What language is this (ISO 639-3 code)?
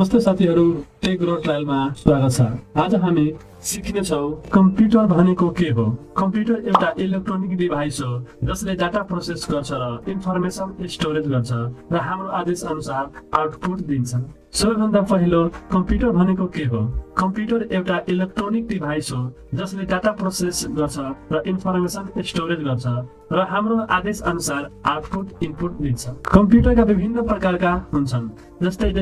nep